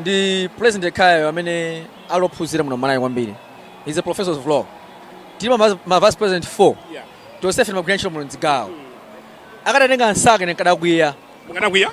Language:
Nyanja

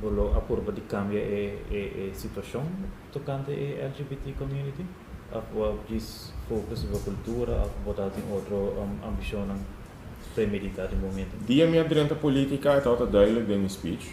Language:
Papiamento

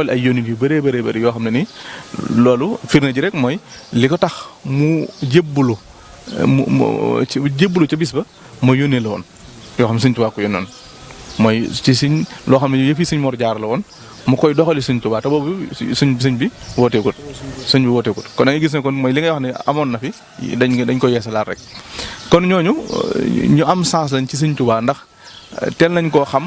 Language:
Wolof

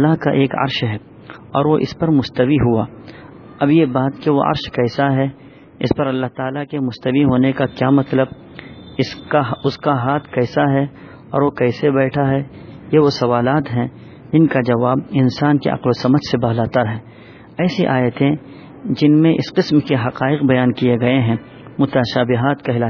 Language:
Urdu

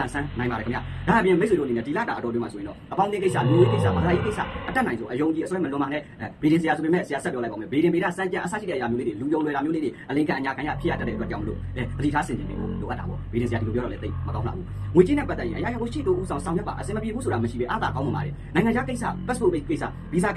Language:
Burmese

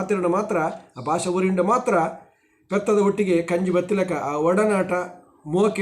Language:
Tulu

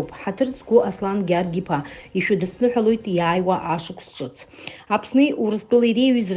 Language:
Abkhazian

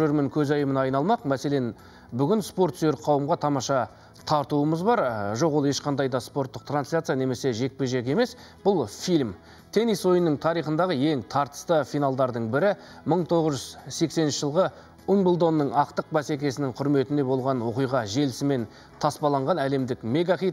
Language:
Kazakh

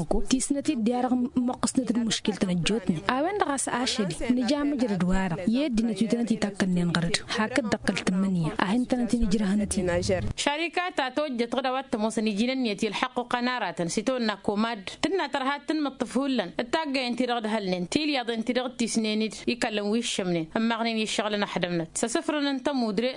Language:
Tamasheq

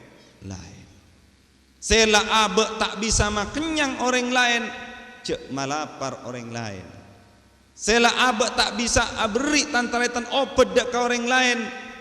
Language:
Madurese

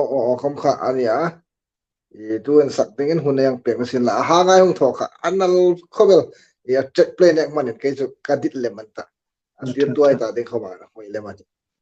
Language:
Hmar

